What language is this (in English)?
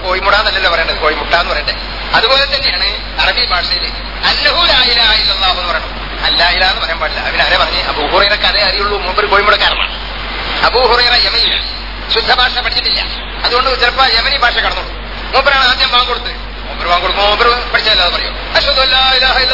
Malayalam